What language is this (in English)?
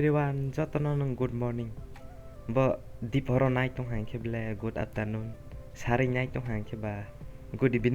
Kok Borok